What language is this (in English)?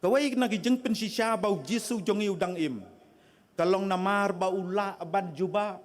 Khasi